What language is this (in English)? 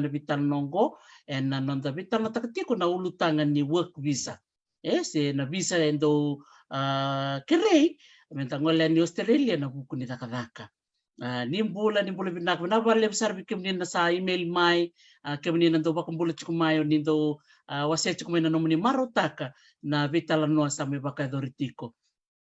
Fijian